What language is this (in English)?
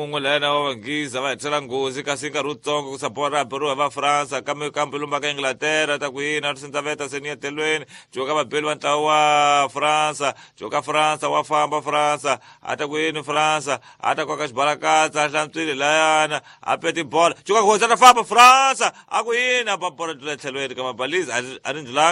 Tsonga